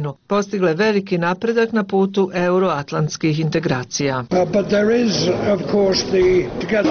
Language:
Bosnian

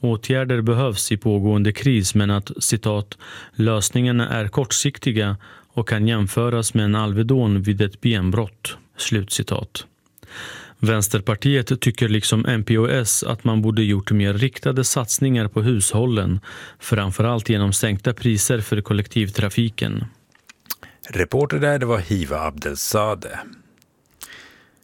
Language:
Swedish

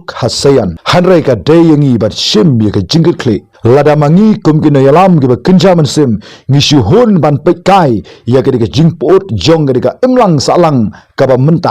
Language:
Khasi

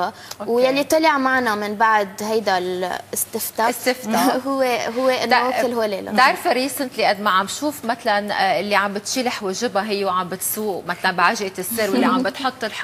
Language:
North Levantine Arabic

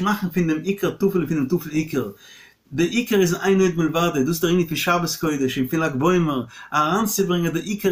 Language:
Yiddish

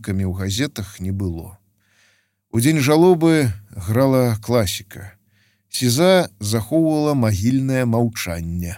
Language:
Belarusian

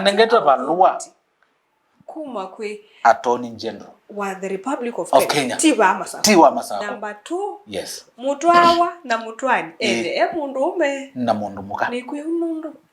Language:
Kamba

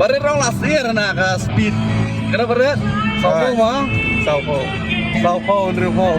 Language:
Khasi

